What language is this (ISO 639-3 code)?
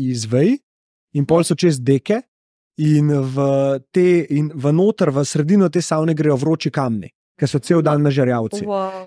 slv